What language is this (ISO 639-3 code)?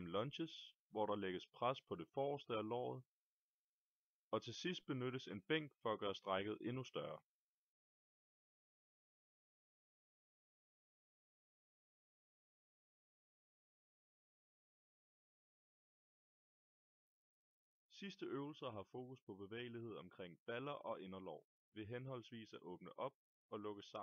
dan